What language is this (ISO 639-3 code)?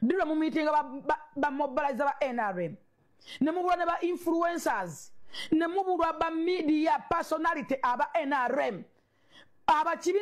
lug